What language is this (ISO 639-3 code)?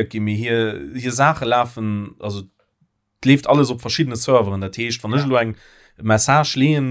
ltz